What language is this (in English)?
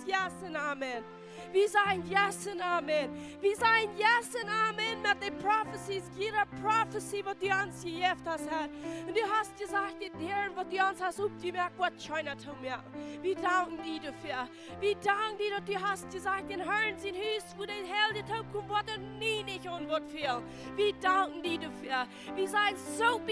Plautdietsch